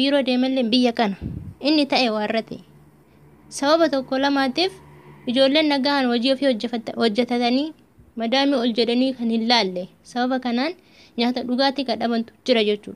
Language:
Oromo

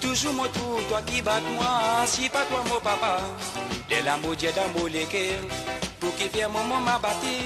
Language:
Morisyen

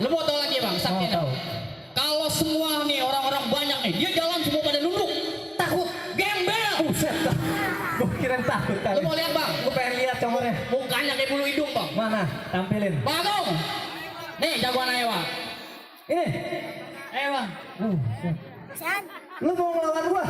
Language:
Betawi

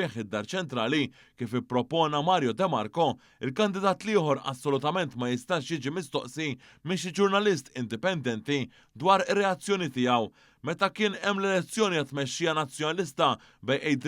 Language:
Maltese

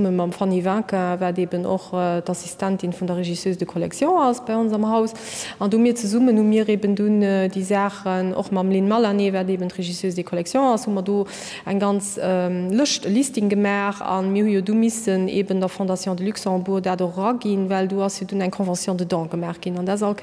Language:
Luxembourgish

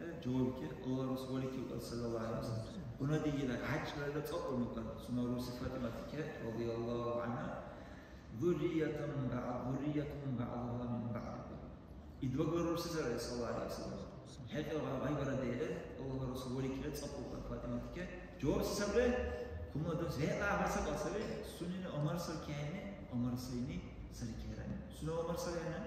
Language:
Dargwa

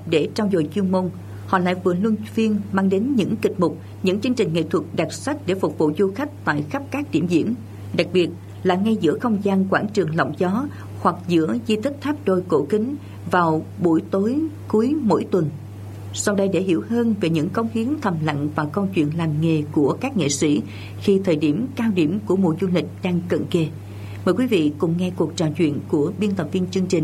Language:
Vietnamese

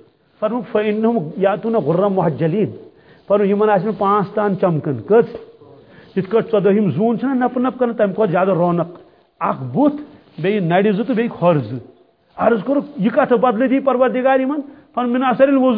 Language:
Kashmiri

